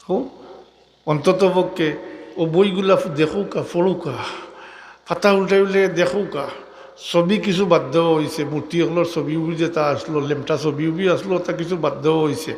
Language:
Sylheti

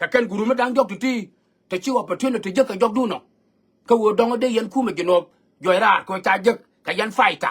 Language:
Nuer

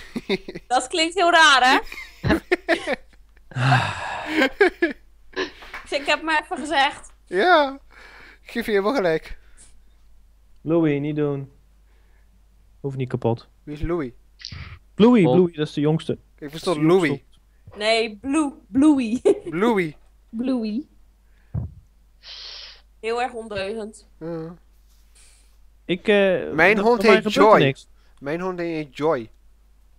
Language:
Dutch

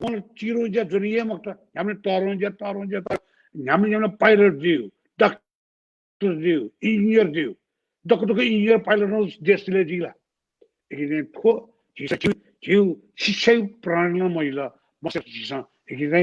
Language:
Newari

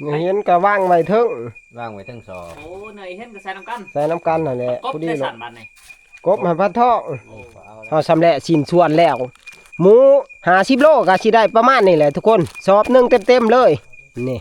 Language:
Northeastern Thai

